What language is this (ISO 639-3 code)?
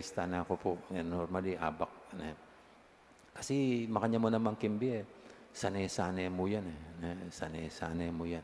pam